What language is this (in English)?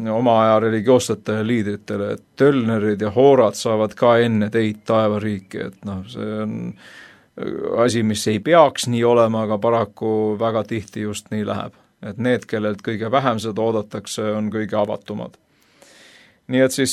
Estonian